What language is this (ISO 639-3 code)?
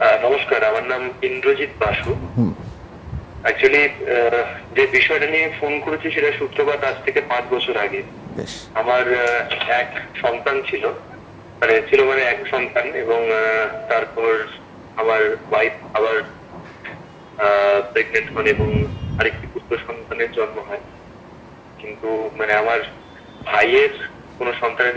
ben